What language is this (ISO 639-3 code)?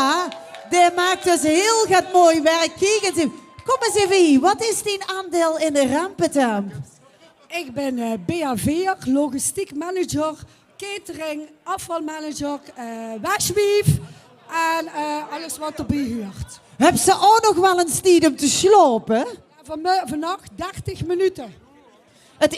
lim